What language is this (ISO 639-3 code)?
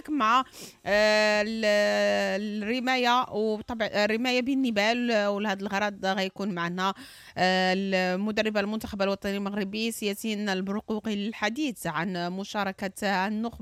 ary